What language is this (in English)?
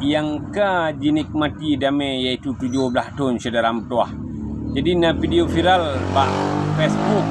Achinese